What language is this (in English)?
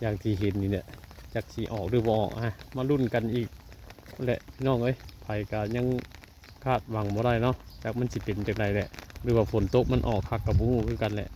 Northeastern Thai